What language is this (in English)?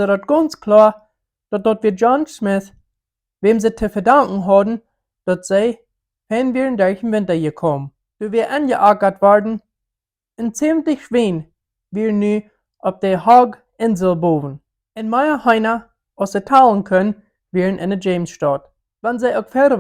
Plautdietsch